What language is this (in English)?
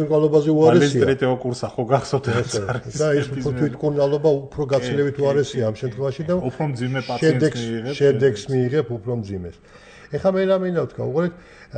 Georgian